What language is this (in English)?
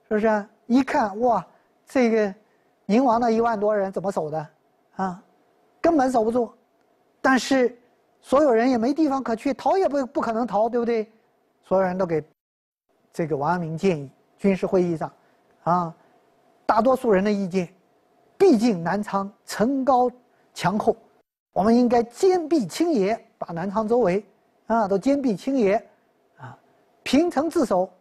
Chinese